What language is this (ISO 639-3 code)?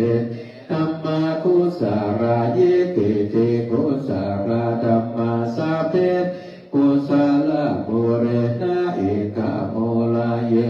pli